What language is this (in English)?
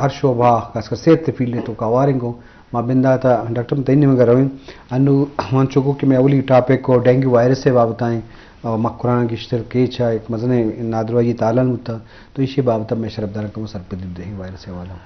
Eastern Balochi